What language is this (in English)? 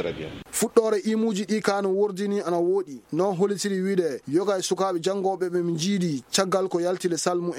Fula